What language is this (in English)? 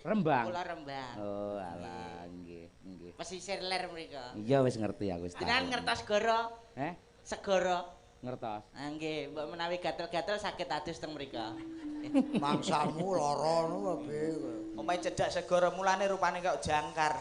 Javanese